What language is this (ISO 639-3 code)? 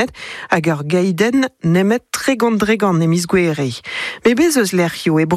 bre